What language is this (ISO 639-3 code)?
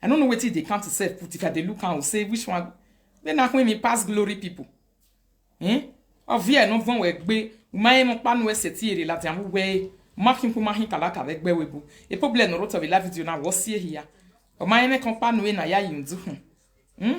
pcm